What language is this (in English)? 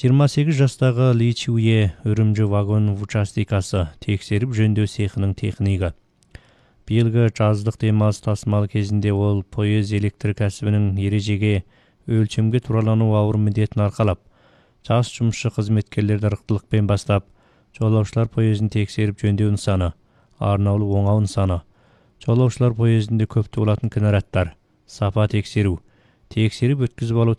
Kazakh